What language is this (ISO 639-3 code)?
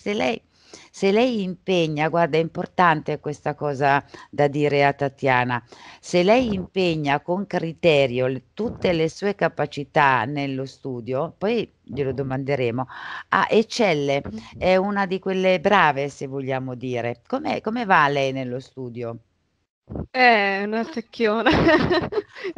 ita